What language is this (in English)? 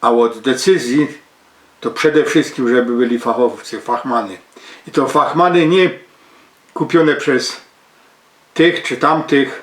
Silesian